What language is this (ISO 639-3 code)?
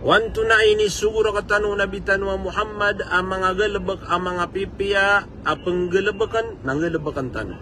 mrw